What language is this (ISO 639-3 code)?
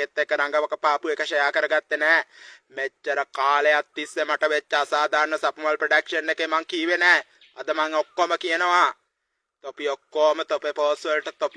sin